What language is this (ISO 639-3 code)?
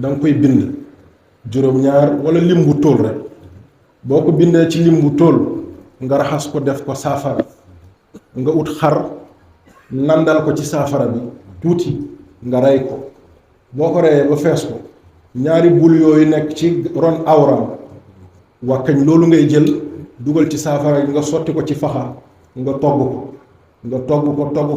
wol